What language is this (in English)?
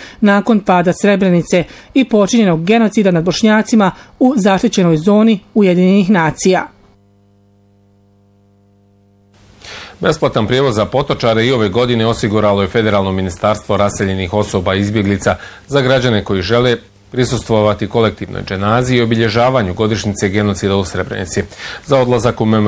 Bosnian